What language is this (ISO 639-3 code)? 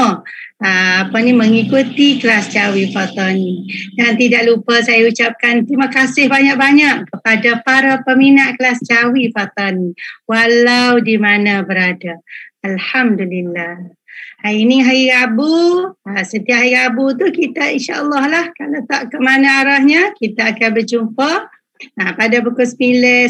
msa